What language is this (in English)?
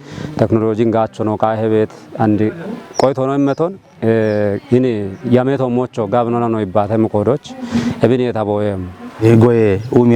Kafa